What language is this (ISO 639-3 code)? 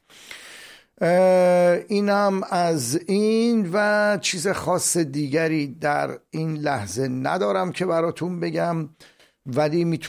fas